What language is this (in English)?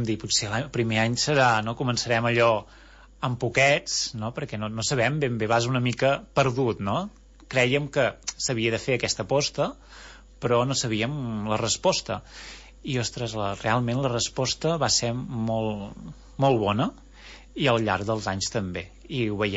Catalan